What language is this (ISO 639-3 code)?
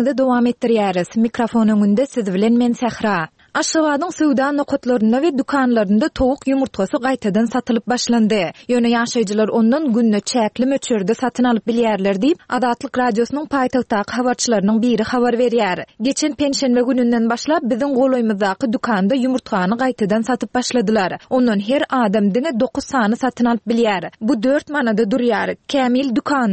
tuk